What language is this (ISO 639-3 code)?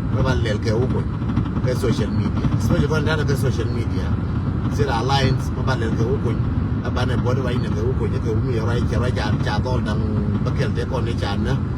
nus